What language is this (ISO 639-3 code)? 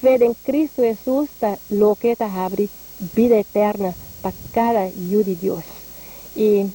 pap